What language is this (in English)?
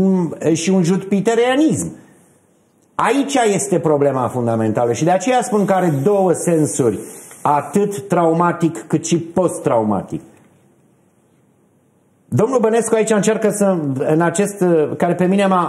Romanian